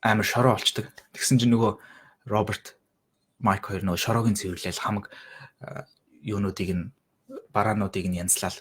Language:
Mongolian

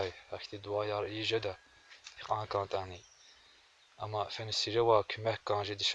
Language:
Lezghian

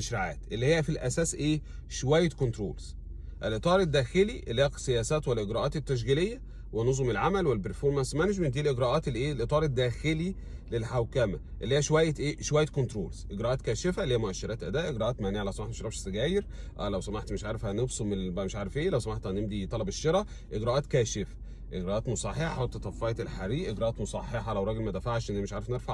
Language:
Egyptian Arabic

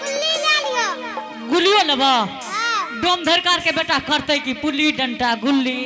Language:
Angika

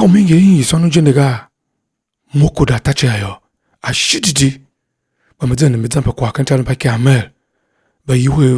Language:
Tiv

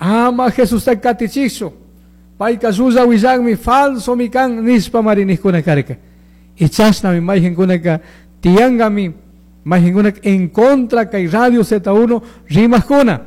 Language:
Chimborazo Highland Quichua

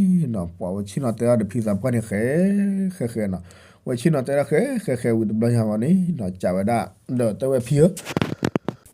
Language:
S'gaw Karen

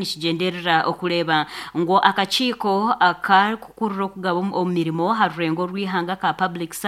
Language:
Nyankole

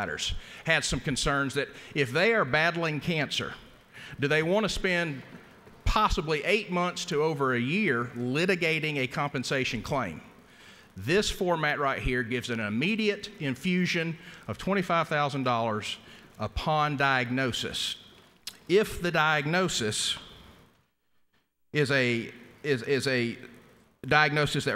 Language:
English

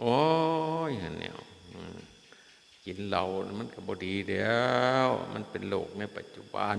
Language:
Northeastern Thai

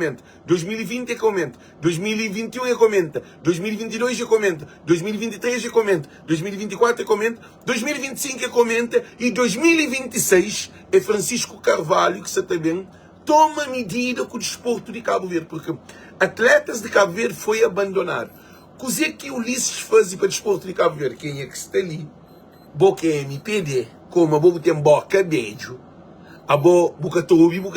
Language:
Kabuverdianu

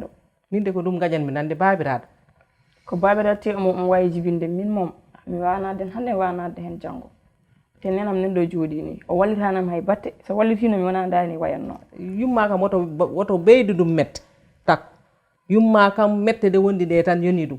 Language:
Fula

